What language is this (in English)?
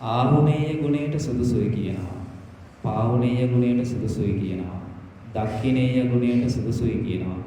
Sinhala